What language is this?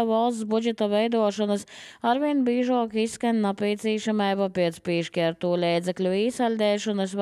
Latvian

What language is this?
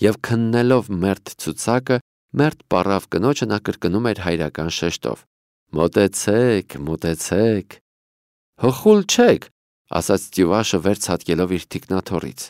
Armenian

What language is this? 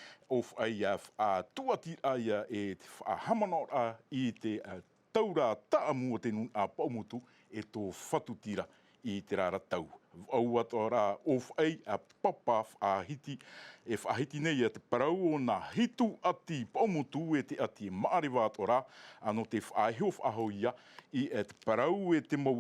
Tahitian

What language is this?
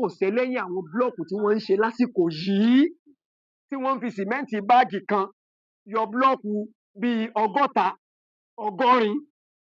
Yoruba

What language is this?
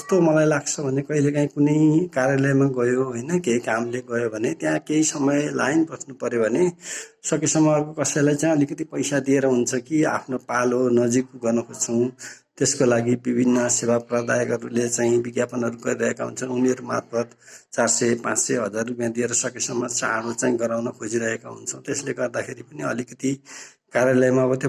Nepali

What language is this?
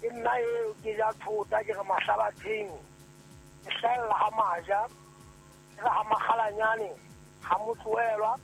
Southern Sotho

